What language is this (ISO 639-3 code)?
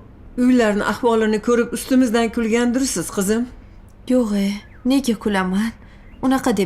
uzb